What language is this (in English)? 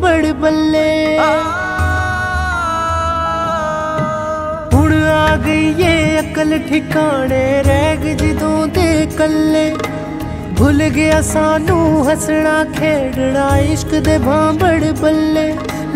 Punjabi